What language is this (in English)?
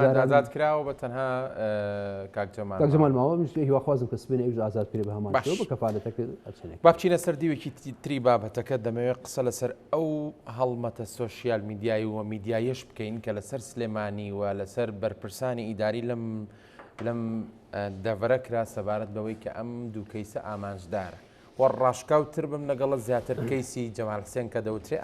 Central Kurdish